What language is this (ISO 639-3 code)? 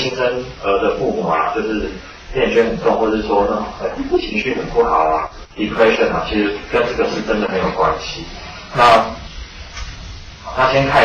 zho